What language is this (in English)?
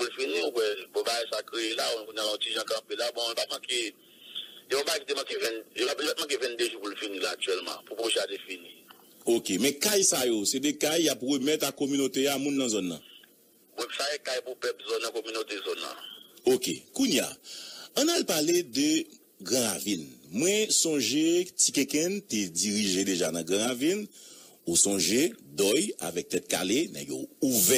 Haitian Creole